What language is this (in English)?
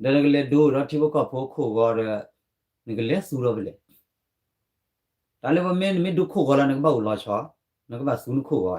S'gaw Karen